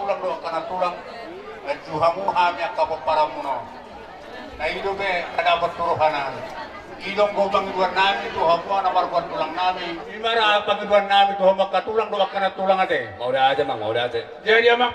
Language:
Batak Toba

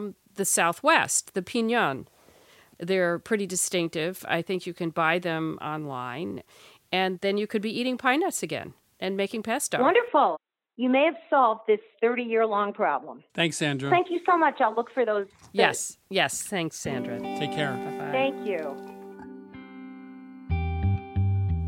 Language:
English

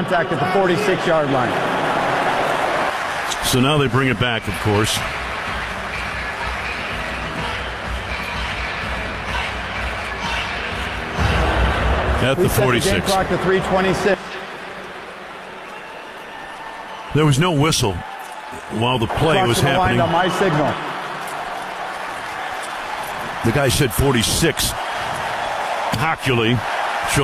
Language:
English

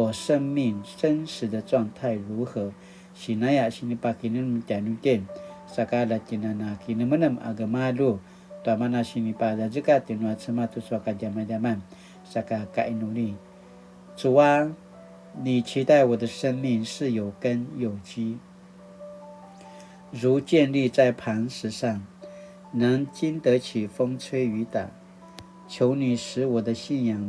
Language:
Paiwan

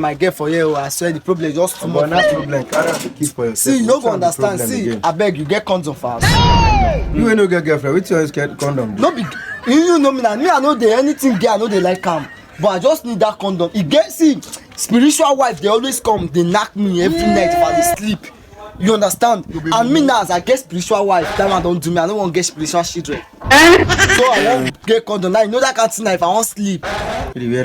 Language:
Nigerian Pidgin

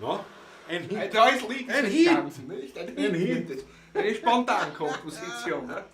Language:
Bavarian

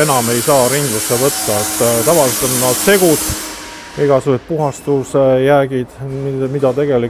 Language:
Estonian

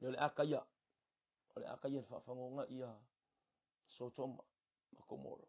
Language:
Samoan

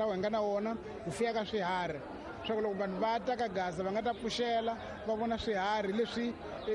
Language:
Tsonga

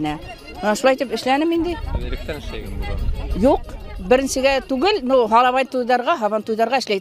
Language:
Bashkir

